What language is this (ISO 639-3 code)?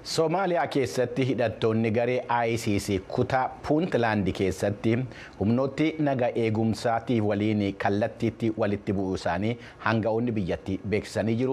orm